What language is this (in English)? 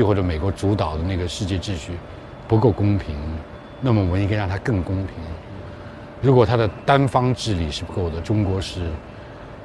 Chinese